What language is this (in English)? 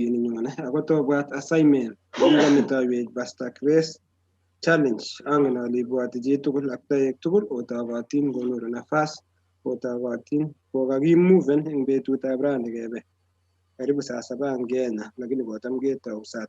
Kalenjin